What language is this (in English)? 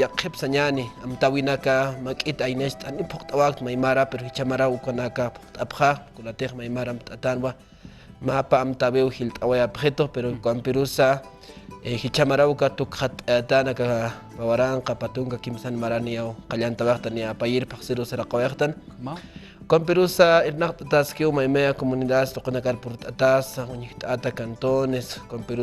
Aymara